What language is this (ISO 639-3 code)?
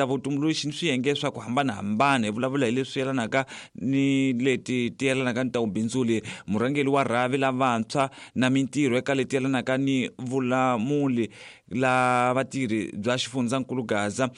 tso